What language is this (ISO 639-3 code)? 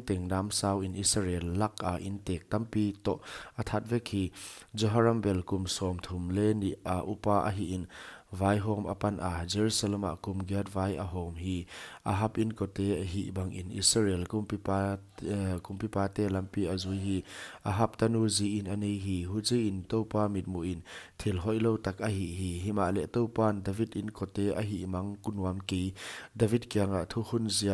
pck